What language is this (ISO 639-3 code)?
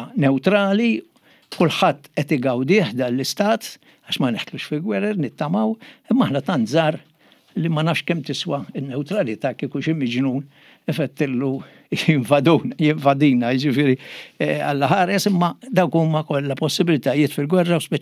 mlt